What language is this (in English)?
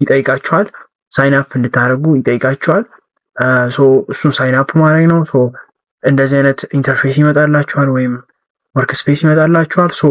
Amharic